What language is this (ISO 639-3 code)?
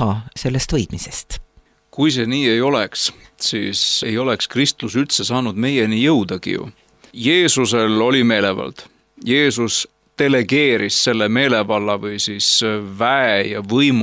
est